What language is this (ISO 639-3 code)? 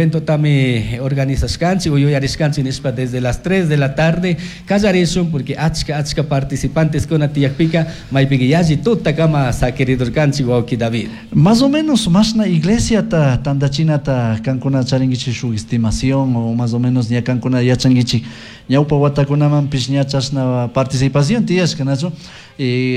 qug